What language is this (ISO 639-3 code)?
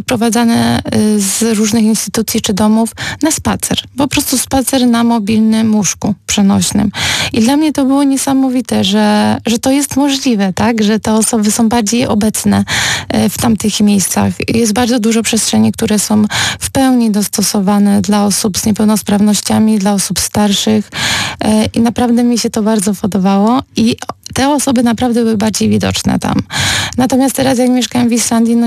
pol